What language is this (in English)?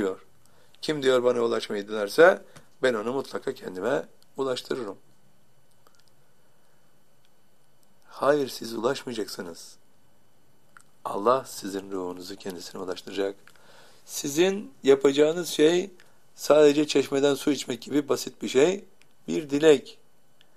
Turkish